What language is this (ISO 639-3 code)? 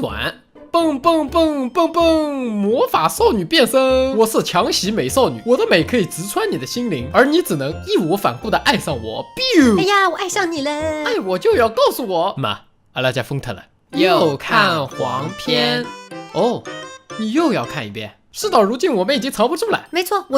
wuu